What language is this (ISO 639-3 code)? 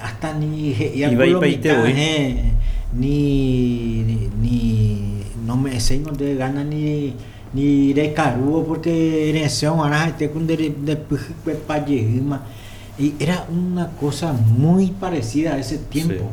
grn